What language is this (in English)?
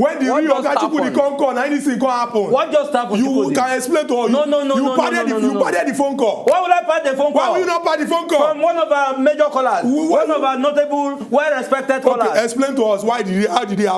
Nigerian Pidgin